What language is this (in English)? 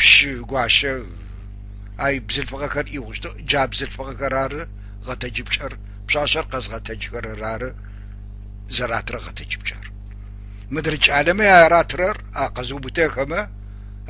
Adyghe